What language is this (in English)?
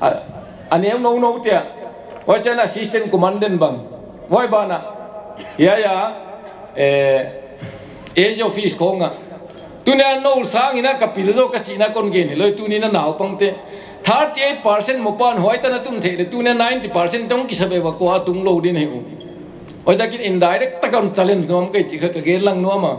Paite Chin